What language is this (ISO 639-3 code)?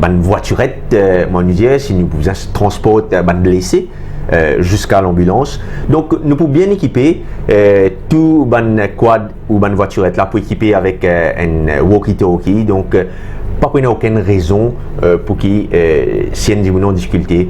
mfe